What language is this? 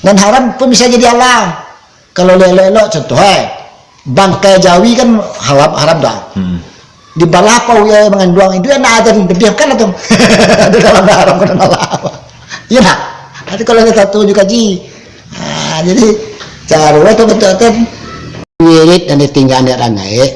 Minangkabau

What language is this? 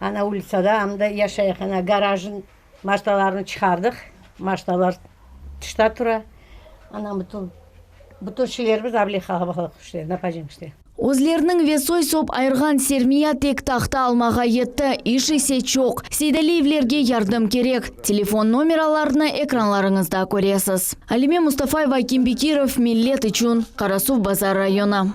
Crimean Tatar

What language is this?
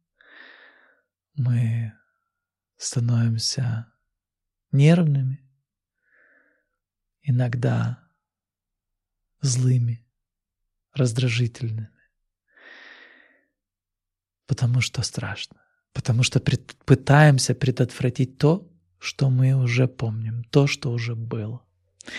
Russian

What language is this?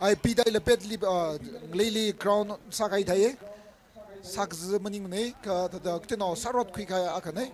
Tangkhul Naga (India)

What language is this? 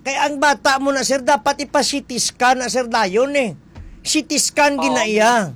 Hiligaynon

